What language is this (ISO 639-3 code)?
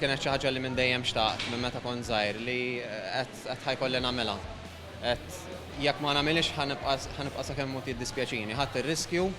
mlt